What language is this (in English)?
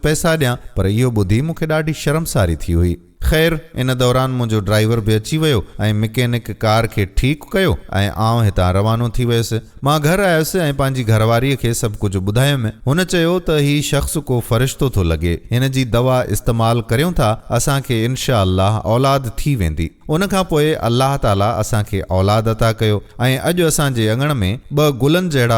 Sindhi